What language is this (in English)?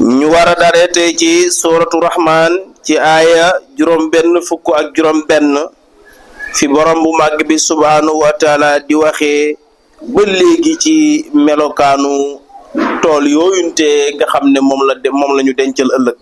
Wolof